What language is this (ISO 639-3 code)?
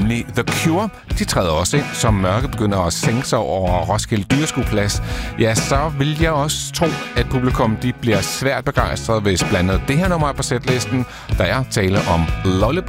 dan